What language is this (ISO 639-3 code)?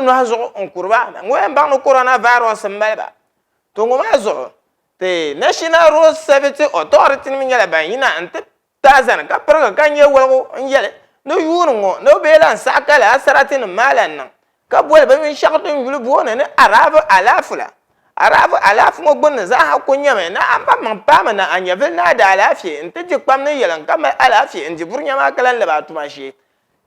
dag